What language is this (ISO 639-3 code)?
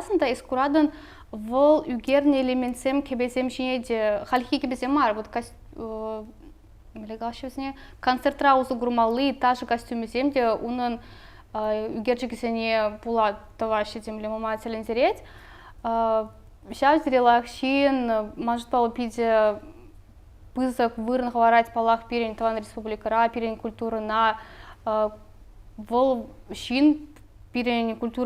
chv